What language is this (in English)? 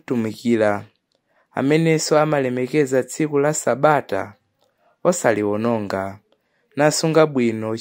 Nyanja